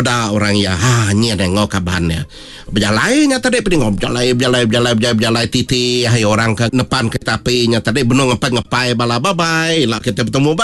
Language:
Iban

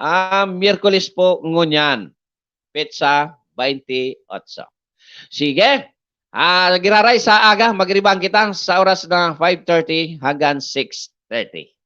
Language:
Bikol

